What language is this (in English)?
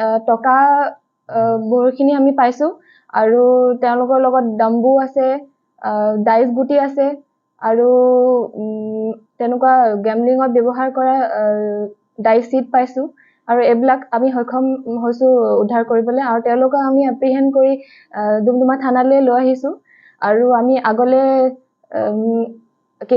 Assamese